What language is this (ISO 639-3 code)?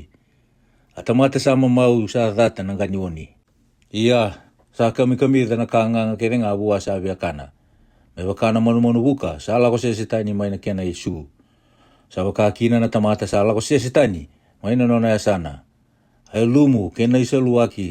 fij